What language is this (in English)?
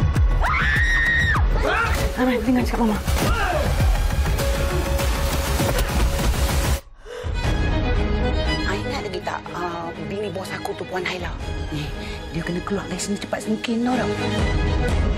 Malay